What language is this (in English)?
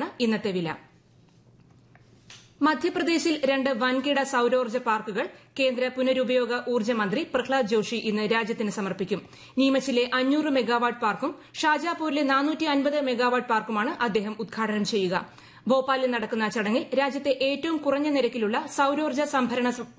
Malayalam